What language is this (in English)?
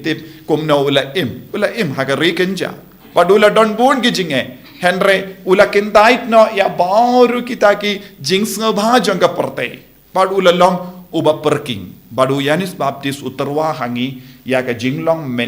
Khasi